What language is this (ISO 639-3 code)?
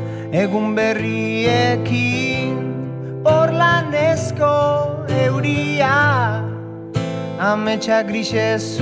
eus